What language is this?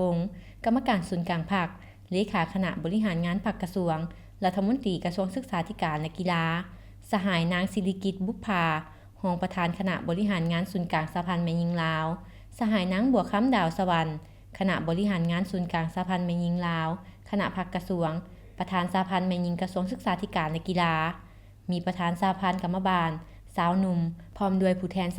Lao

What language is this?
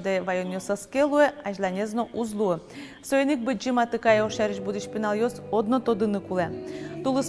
Udmurt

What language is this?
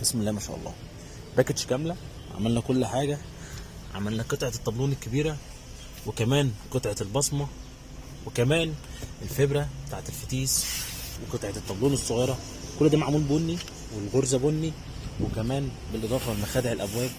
Egyptian Arabic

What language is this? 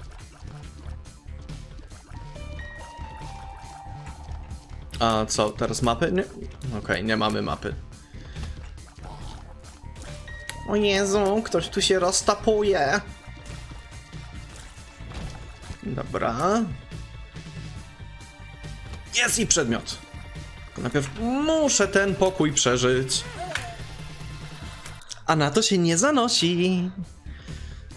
Polish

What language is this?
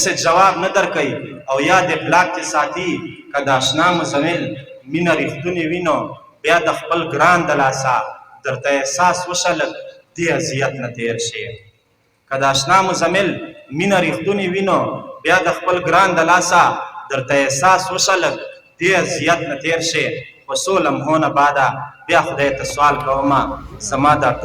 Pashto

